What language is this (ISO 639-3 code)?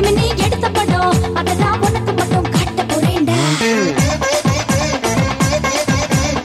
tam